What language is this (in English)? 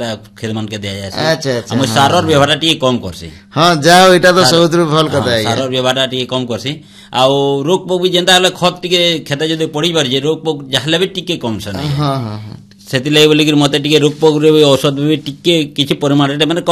Odia